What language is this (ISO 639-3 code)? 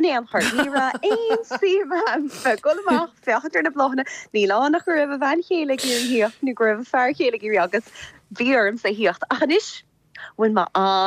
gle